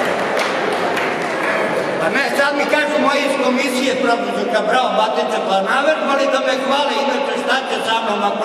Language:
Serbian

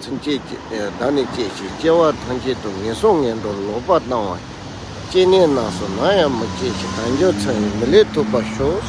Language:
Tibetan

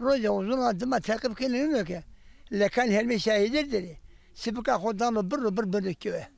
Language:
Zaza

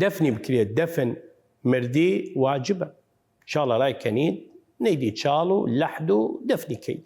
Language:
Southern Kurdish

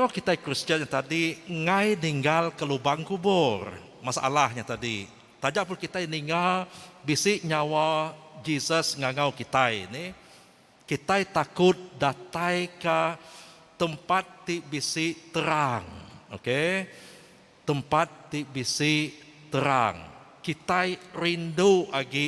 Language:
Iban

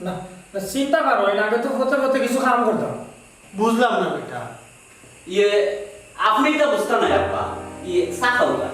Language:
Sylheti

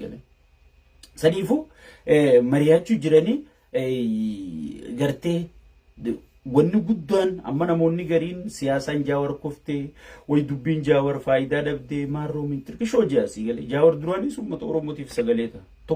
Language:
Oromo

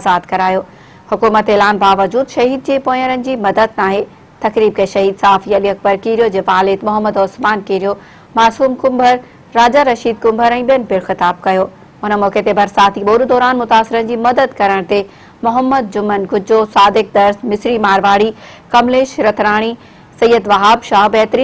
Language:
Sindhi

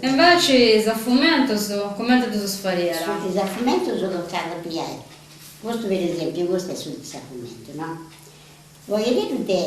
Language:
Sardinian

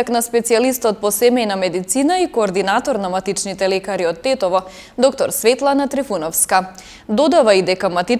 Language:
Macedonian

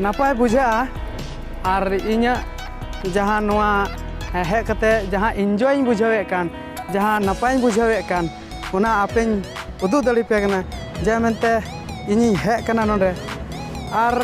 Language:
Santali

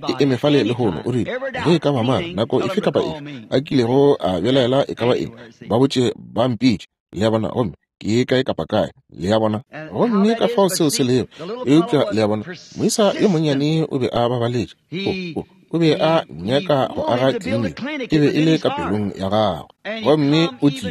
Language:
Northern Sotho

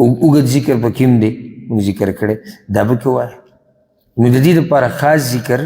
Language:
Pashto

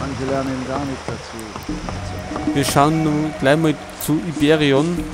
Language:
Bavarian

